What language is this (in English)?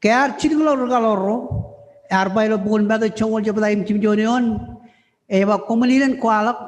Marshallese